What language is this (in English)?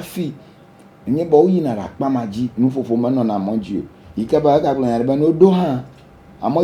Ewe